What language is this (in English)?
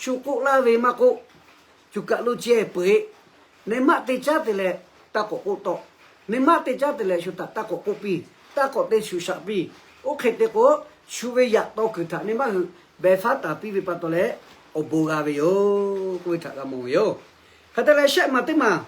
Lahu